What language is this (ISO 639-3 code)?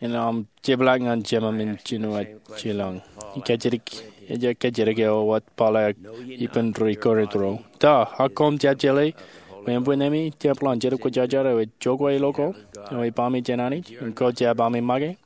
mah